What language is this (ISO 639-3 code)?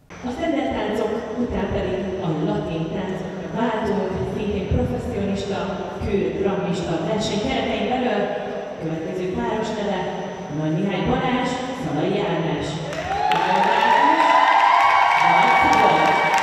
hun